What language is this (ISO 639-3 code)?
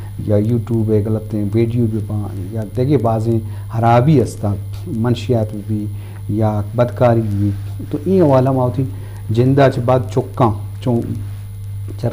bgp